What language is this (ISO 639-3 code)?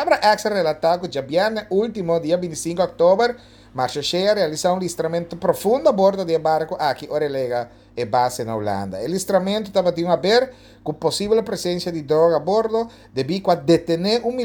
pap